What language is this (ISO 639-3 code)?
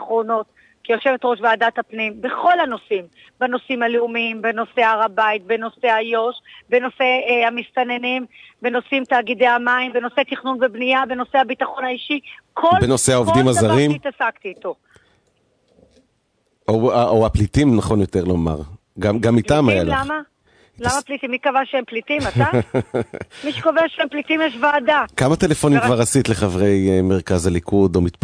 heb